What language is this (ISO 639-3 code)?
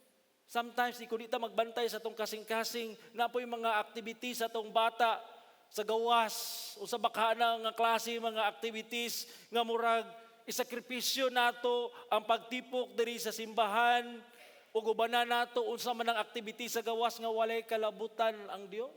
ceb